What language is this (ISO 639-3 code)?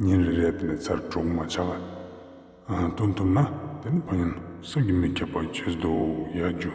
lbj